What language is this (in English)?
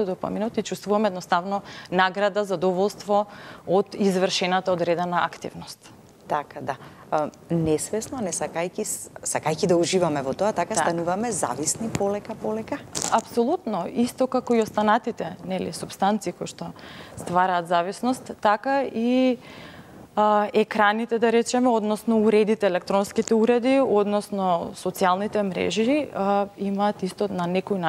Macedonian